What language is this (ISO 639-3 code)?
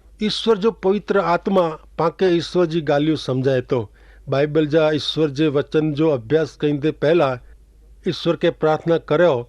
kfr